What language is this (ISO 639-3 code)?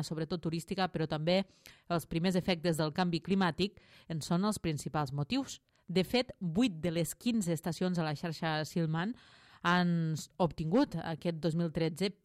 cat